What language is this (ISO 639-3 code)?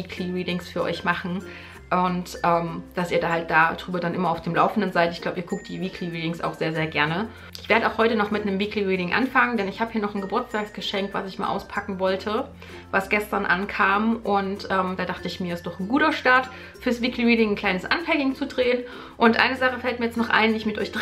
deu